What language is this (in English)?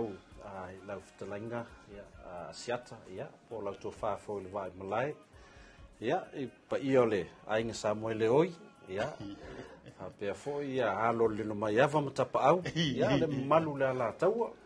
Samoan